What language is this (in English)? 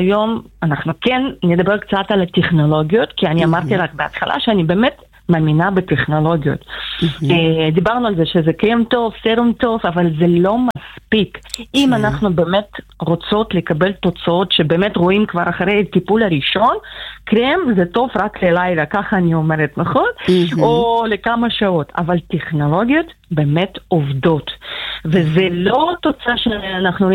Hebrew